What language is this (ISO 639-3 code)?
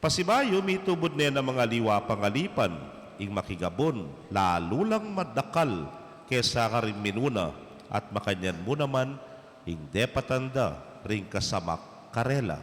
pam